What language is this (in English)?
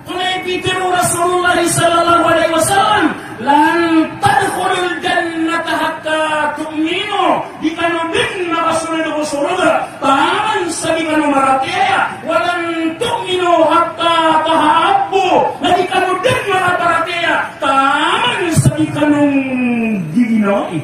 Maranao